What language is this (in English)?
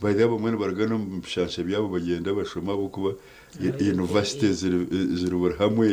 Nyankole